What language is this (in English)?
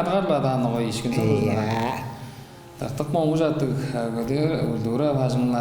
Tuvinian